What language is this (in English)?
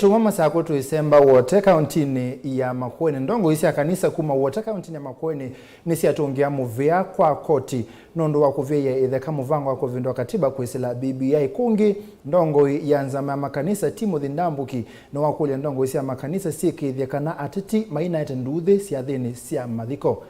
Kamba